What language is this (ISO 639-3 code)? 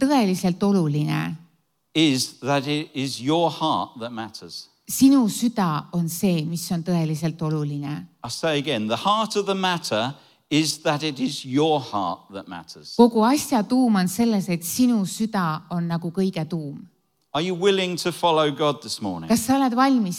est